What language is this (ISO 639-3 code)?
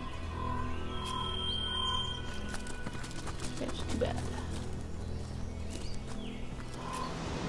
eng